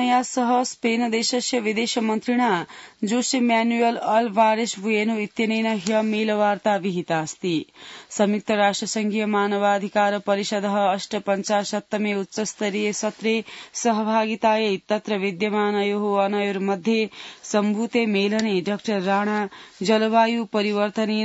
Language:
Sanskrit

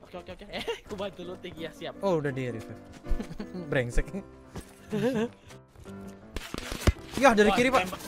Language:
Indonesian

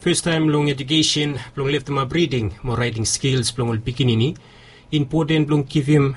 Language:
Bislama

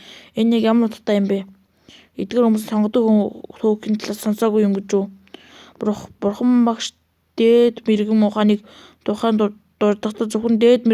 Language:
Mongolian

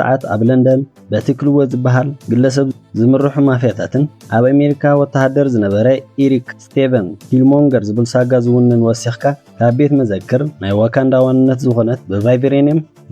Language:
Tigrinya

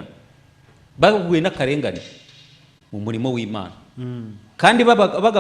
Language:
Kinyarwanda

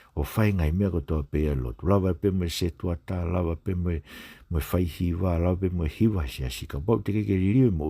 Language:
Tongan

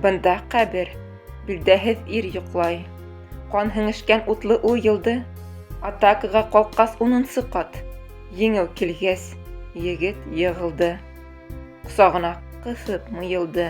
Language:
Bashkir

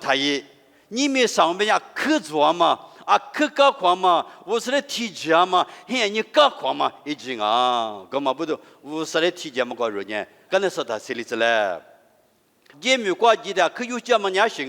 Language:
Lisu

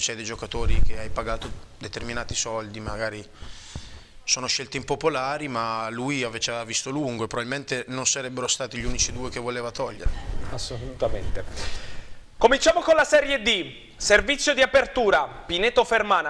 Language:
Italian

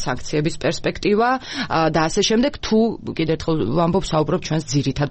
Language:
Georgian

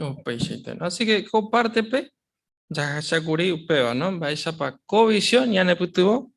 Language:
Guarani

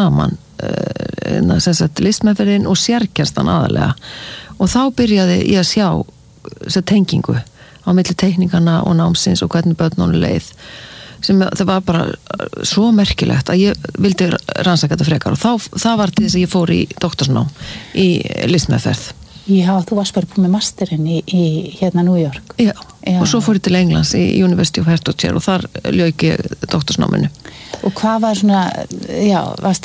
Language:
Icelandic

